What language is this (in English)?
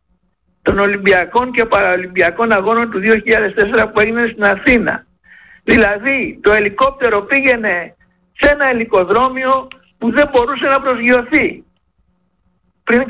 Greek